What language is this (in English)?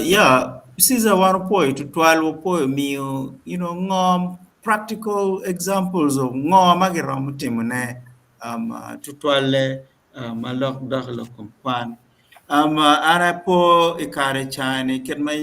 Acoli